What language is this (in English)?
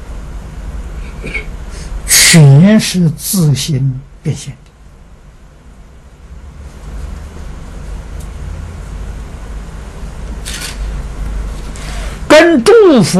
Chinese